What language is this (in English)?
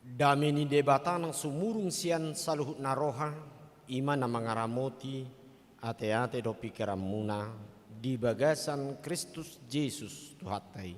Batak Toba